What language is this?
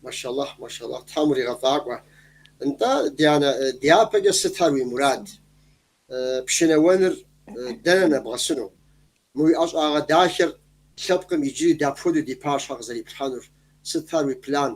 Kabardian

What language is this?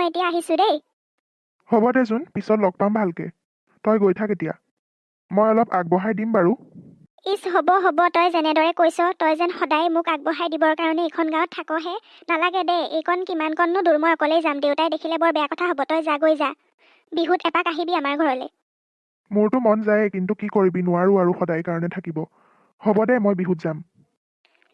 Assamese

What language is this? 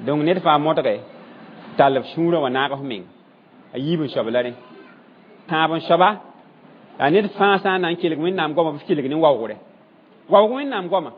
Mossi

